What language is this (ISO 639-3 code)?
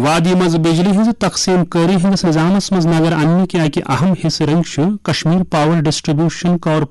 kas